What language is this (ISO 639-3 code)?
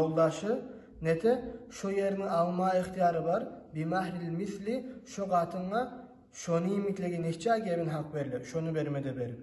kum